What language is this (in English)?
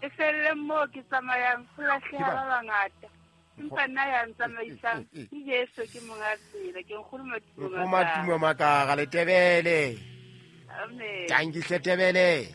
Southern Sotho